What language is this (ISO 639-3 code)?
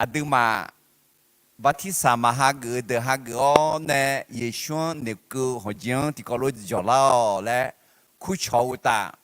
ahk